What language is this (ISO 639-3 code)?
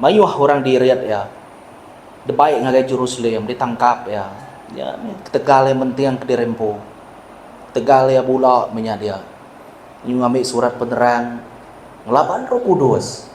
iba